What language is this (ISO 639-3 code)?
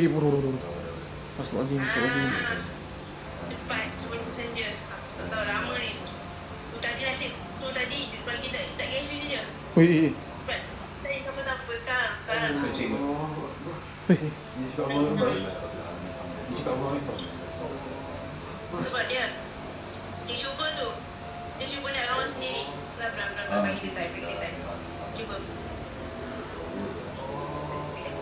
msa